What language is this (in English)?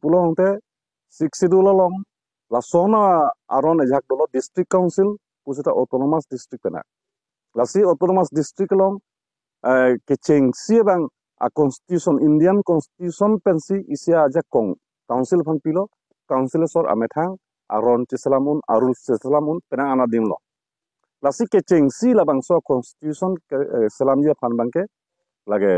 Karbi